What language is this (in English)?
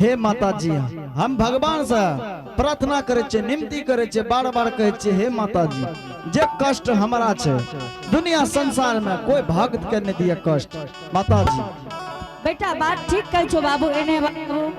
Angika